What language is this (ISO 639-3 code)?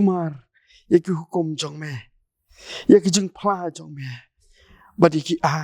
kha